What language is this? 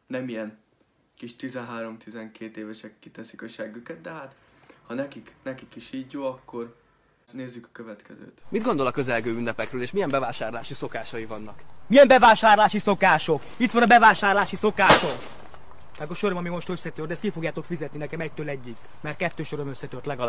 Hungarian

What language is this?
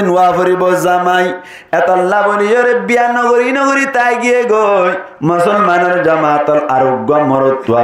Rohingya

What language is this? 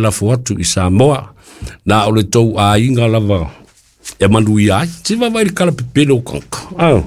Samoan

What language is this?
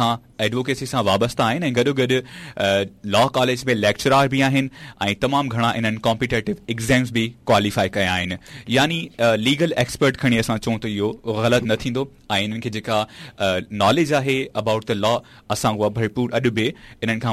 Sindhi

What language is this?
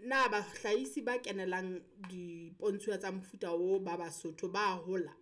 Southern Sotho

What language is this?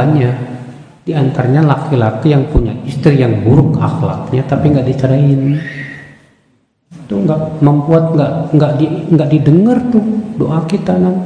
Indonesian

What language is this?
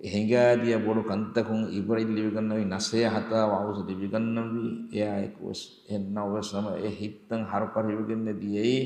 Divehi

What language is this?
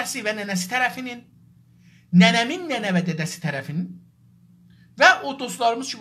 South Azerbaijani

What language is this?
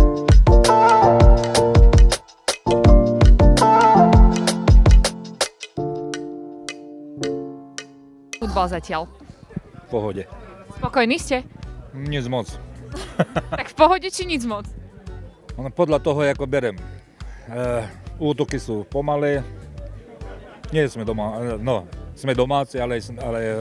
Slovak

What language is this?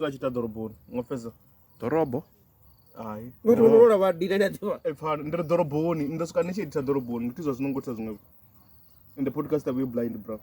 Venda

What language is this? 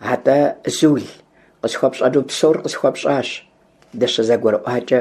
Kabardian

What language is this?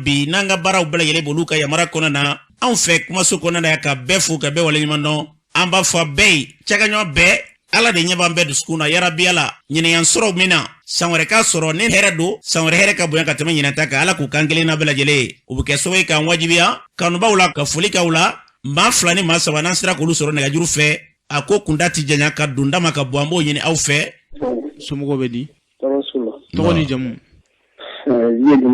Bambara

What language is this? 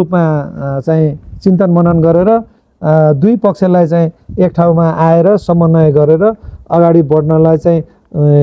Nepali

